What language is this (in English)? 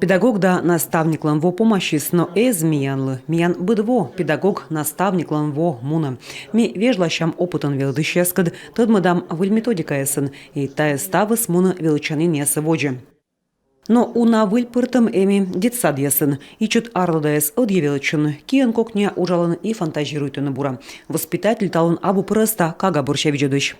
Komi